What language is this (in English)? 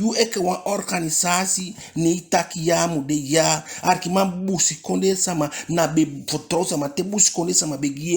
Eastern Maroon Creole